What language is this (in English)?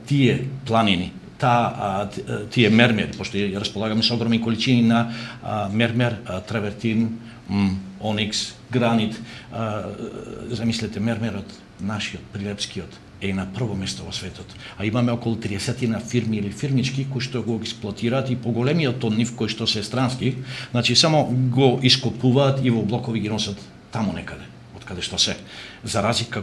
Macedonian